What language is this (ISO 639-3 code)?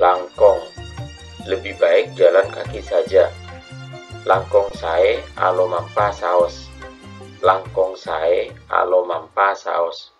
mad